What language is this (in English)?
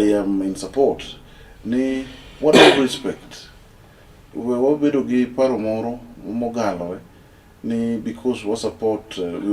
Luo (Kenya and Tanzania)